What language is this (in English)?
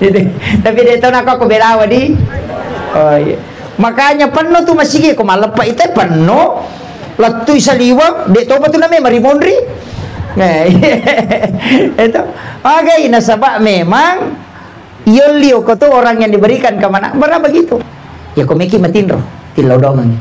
Buginese